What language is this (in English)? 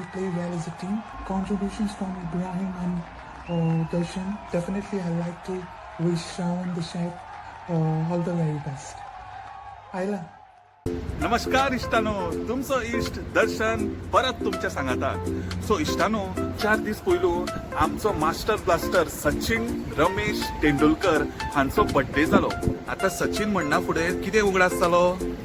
Konkani